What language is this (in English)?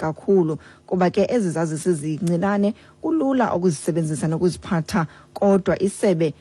Xhosa